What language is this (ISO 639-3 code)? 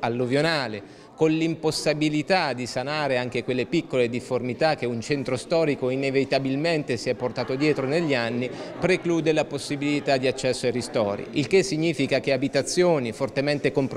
ita